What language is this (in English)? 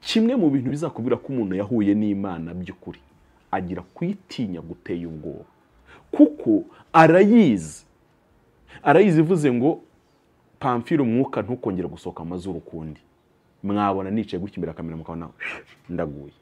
Kinyarwanda